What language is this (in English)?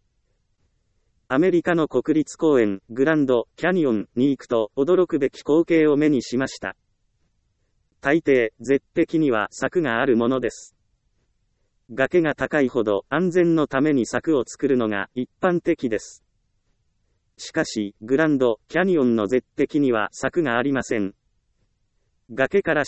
Japanese